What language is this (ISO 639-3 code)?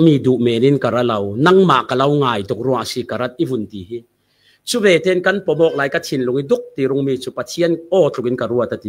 cfm